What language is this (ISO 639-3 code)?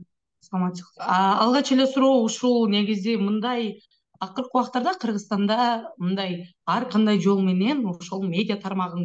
kir